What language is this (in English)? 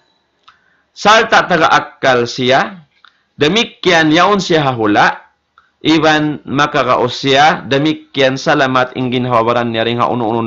Tausug